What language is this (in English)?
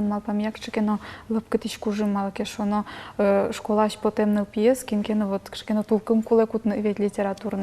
Udmurt